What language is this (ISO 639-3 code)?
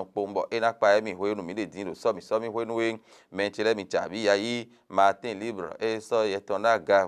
fon